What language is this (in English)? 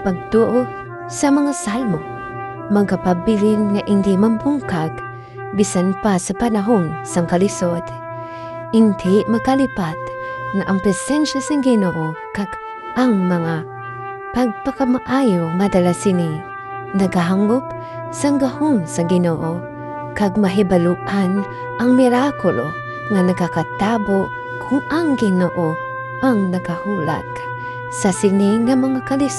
Hiligaynon